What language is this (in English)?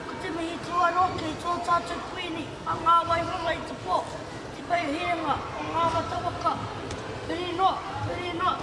Māori